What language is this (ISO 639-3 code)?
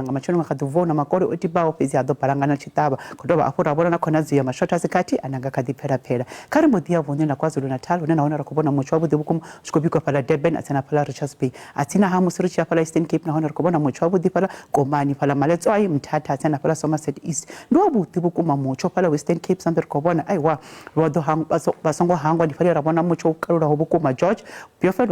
ven